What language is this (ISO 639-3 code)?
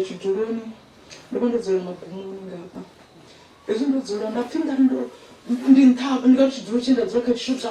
ven